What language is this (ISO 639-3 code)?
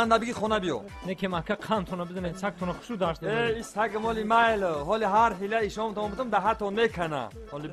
tgk